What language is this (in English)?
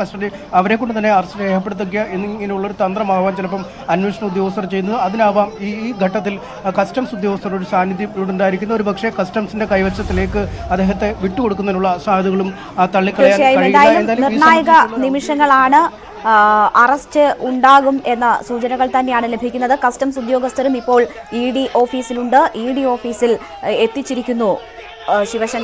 Malayalam